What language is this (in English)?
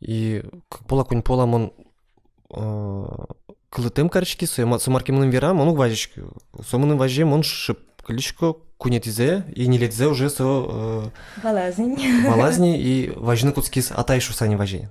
Udmurt